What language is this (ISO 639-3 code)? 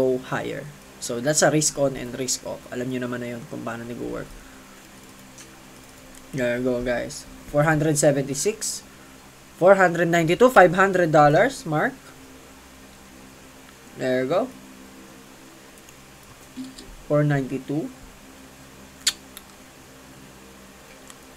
fil